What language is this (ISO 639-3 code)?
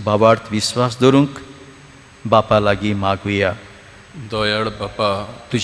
kok